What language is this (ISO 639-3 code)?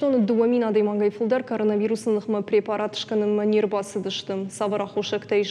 oss